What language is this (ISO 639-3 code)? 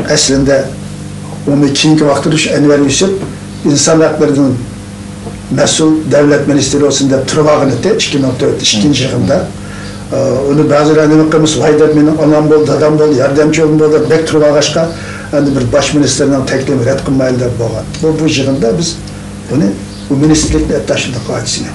uig